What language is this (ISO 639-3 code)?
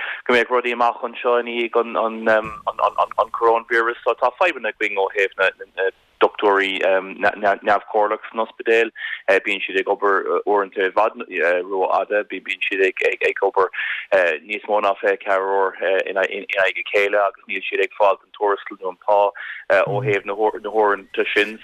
gle